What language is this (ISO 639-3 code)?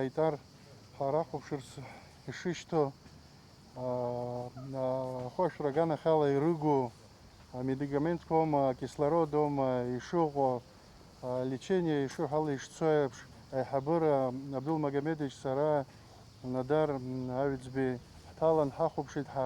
abk